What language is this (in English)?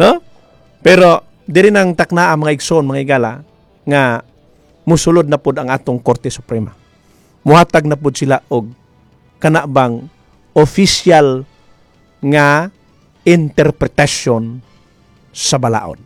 Cebuano